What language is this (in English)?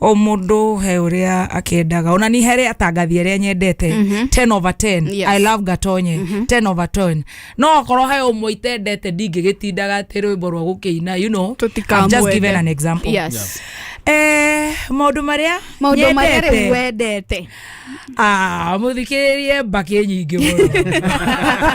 Kikuyu